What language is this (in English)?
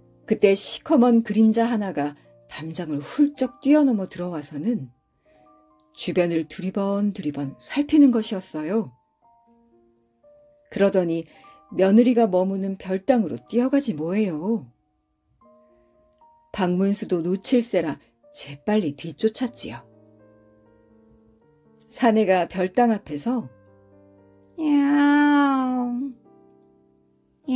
Korean